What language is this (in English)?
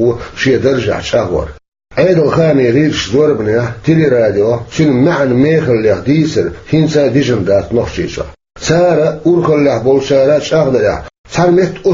Chechen